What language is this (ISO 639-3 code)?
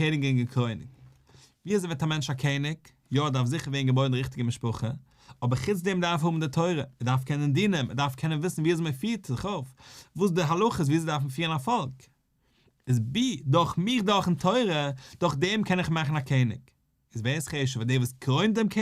yid